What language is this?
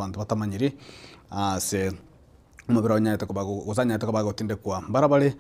Gusii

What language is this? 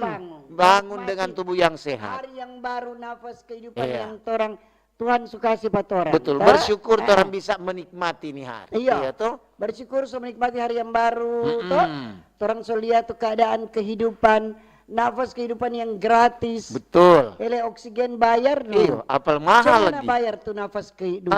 Manado Malay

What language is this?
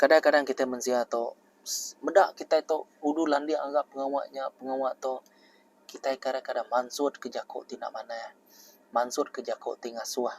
Iban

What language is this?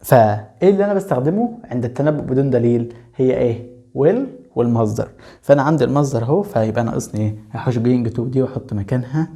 Egyptian Arabic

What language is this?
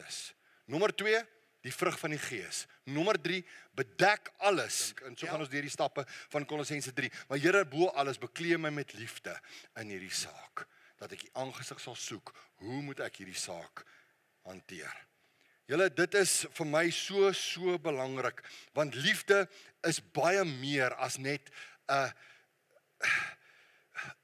Afrikaans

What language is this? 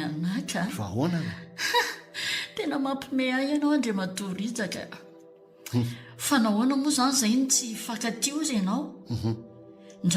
Malagasy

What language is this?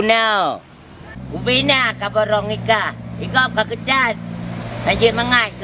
Achinese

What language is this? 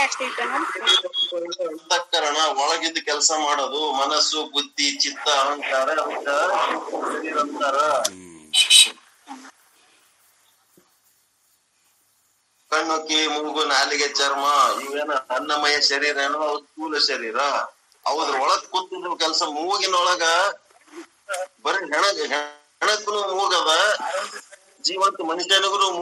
Kannada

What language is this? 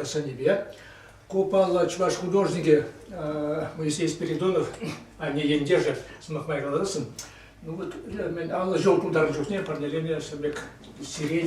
Chuvash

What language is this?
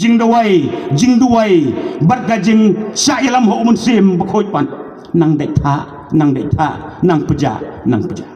Khasi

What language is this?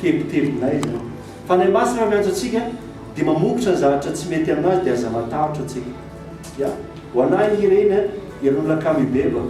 Malagasy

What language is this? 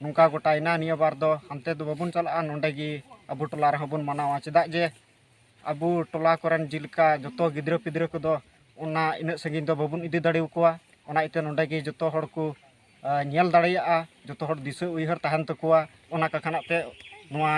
Santali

